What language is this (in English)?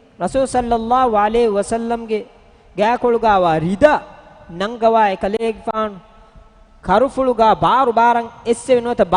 Divehi